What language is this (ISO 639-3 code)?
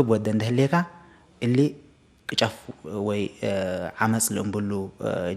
tig